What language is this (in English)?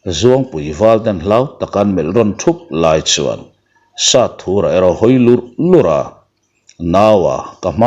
Mizo